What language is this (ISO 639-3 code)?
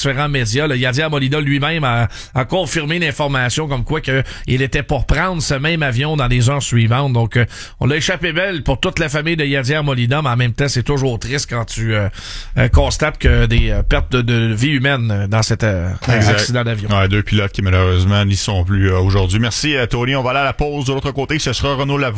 fra